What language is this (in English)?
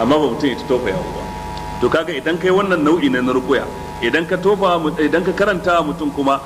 Hausa